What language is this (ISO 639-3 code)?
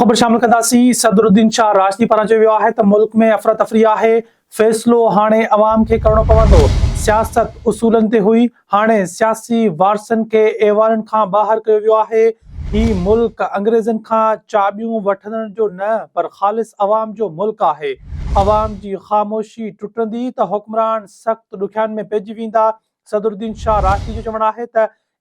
snd